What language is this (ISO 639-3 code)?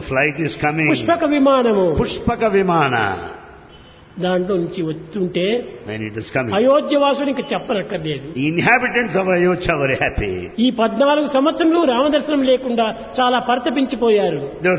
tel